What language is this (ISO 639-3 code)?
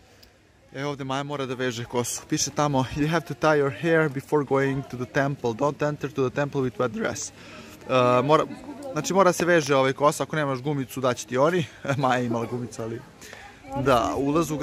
srp